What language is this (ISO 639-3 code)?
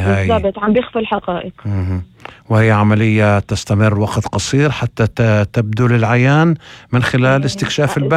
apc